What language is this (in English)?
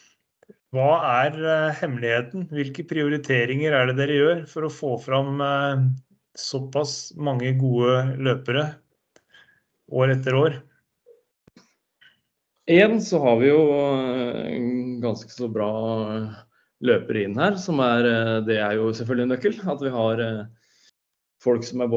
Norwegian